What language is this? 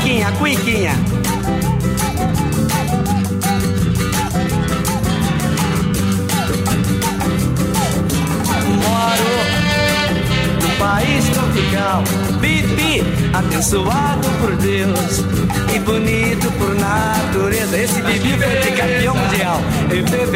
Portuguese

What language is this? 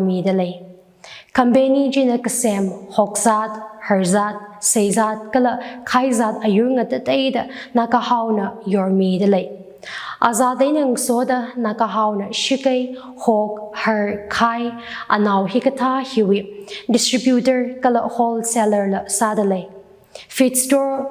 Tangkhul Naga (India)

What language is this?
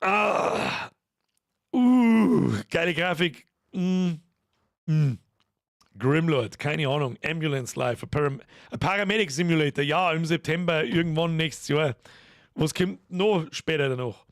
Bavarian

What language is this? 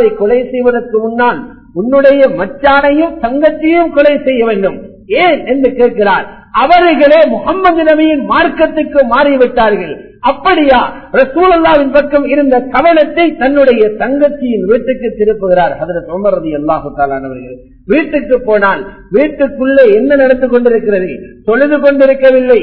Tamil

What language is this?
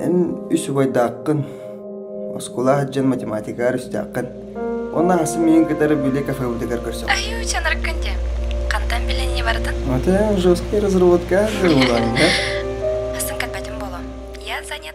Yakut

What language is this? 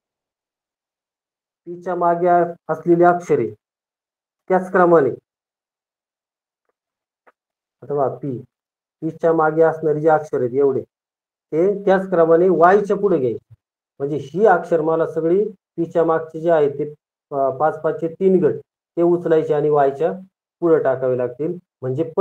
Marathi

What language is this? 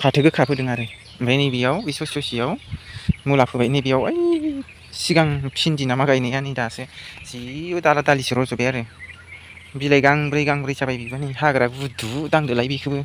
Bodo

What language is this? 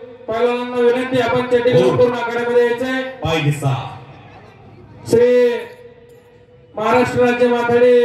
Marathi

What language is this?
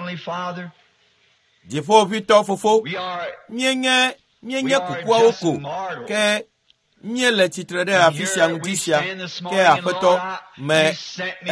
Ewe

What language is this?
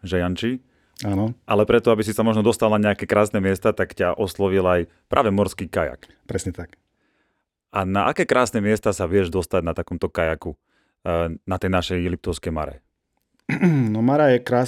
Slovak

